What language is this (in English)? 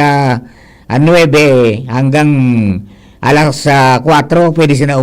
Bikol